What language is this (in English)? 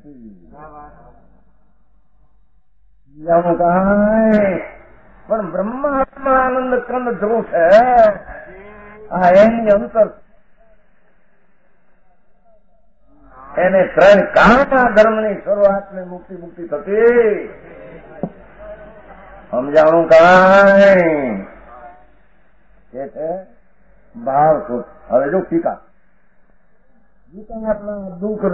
Gujarati